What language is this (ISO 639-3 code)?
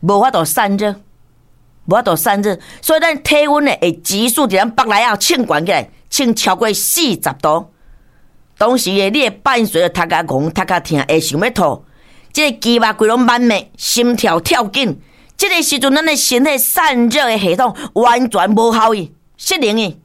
nan